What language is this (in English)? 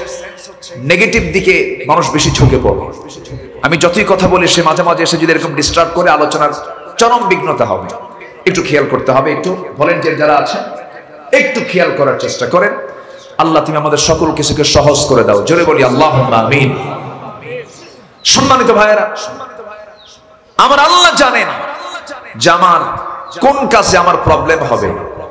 Bangla